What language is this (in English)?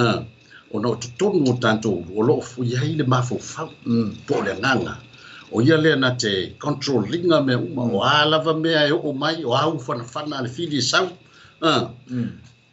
Samoan